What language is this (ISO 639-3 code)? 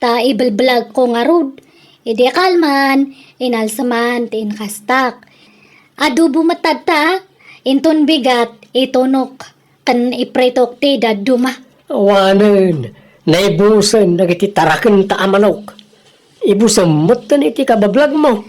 ilo